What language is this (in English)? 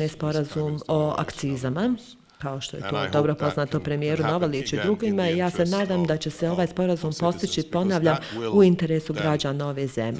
Bosnian